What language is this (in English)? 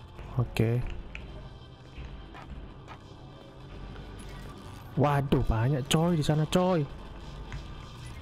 Indonesian